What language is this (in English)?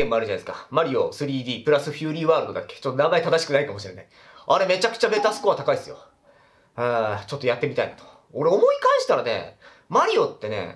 Japanese